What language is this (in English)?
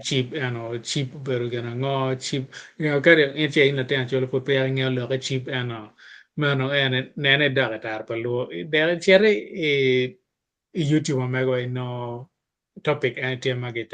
Acoli